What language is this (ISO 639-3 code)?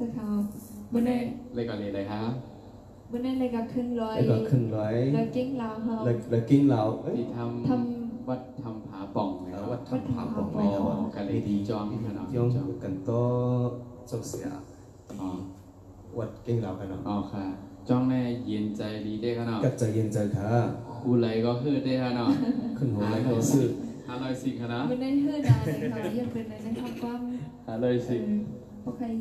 shn